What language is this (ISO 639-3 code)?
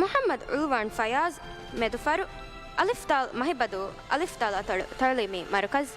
div